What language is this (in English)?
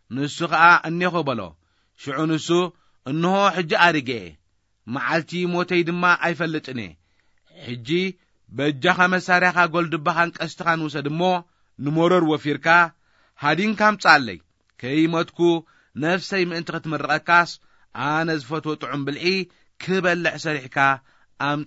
Tigrinya